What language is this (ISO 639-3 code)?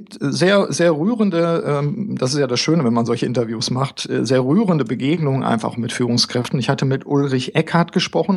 deu